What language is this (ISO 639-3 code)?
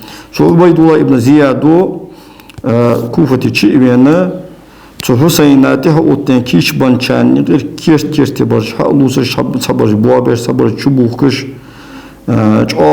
inh